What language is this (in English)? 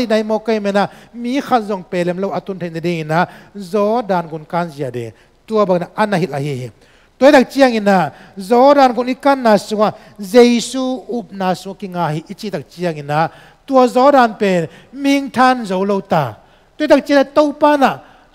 Tedim Chin